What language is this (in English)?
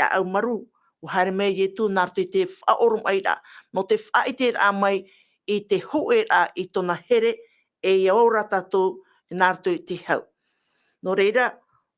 Tahitian